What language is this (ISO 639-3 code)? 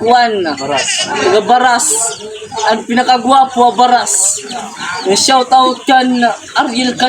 war